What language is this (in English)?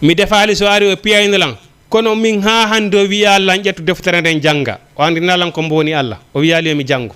Fula